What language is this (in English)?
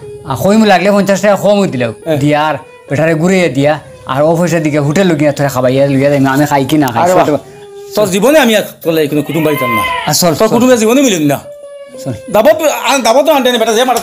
Sylheti